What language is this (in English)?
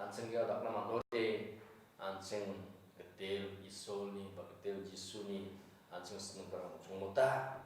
Garo